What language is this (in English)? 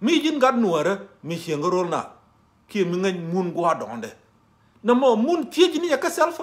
Nuer